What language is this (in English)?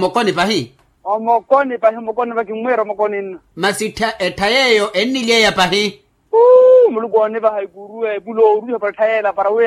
Makhuwa